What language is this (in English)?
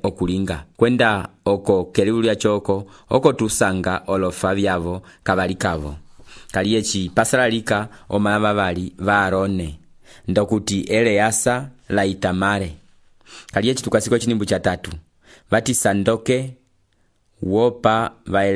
Umbundu